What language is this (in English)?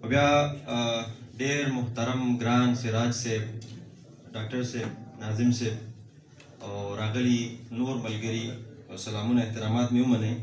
Pashto